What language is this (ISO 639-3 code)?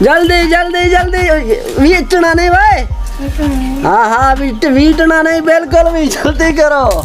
skr